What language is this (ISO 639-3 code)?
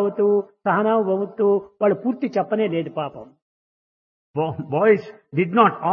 tel